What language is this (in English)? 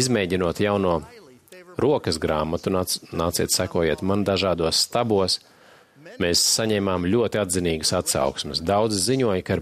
Latvian